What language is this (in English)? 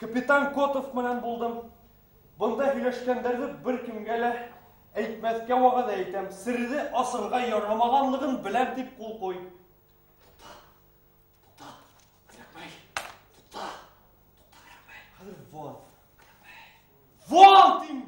Bashkir